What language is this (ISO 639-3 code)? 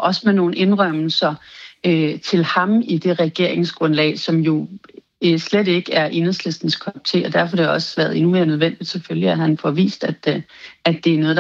dan